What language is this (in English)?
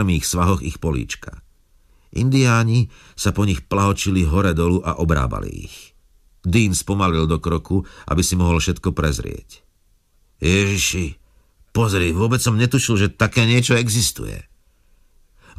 Slovak